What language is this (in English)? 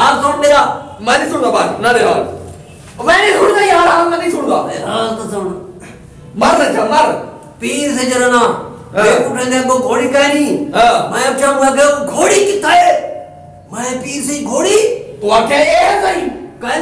Saraiki